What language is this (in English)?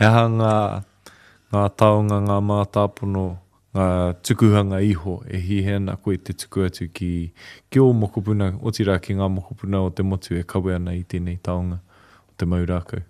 Māori